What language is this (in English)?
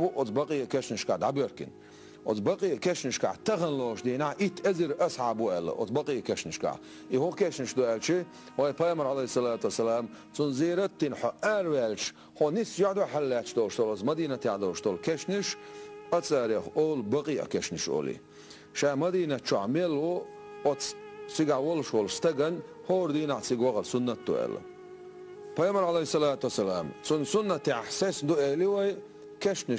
Chechen